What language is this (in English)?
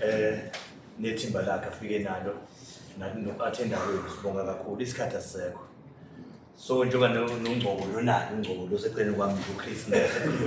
Zulu